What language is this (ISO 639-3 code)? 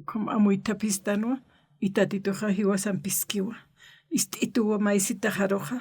aym